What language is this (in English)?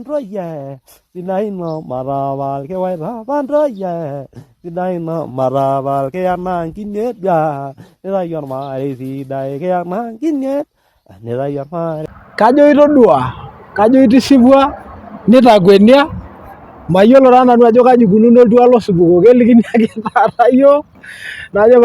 Masai